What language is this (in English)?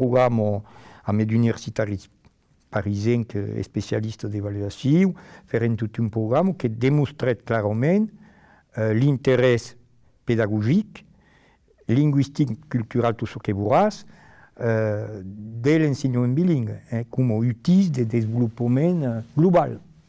Occitan